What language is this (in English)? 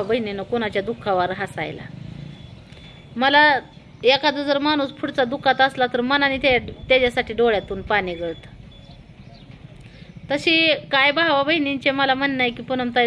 Marathi